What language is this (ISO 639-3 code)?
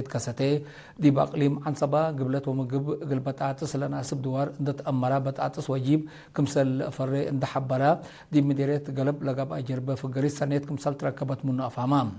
tig